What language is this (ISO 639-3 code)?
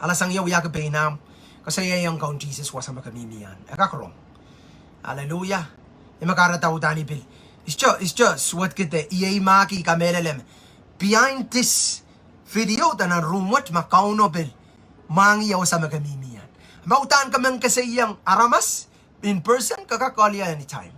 pon